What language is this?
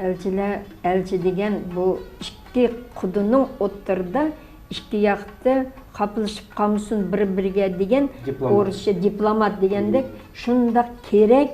Uyghur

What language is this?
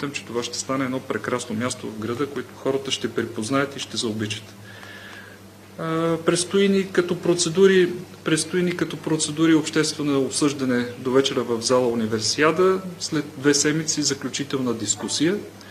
Bulgarian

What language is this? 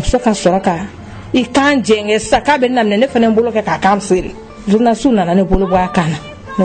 Bambara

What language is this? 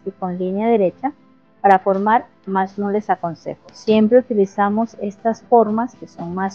Spanish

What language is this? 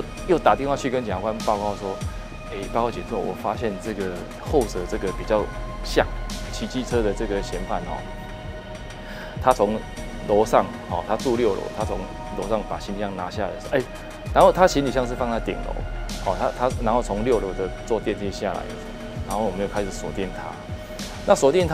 Chinese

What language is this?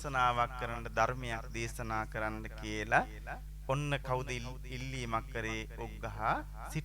Sinhala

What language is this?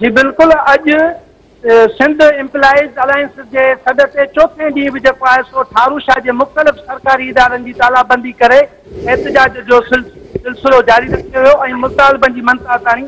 Sindhi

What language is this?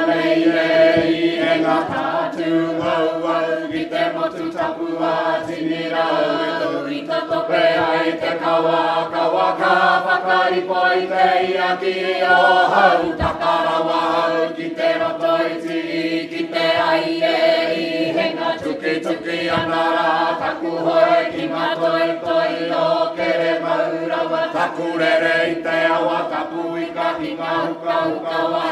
Māori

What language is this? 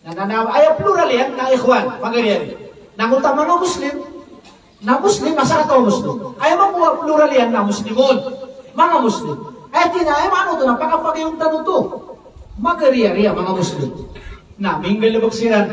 Maranao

